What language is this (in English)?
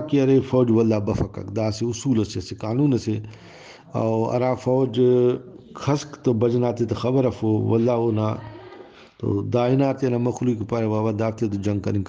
Brahui